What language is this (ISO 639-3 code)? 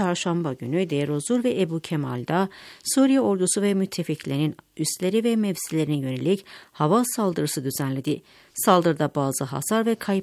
tur